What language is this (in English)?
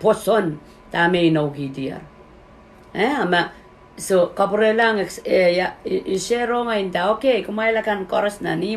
Pohnpeian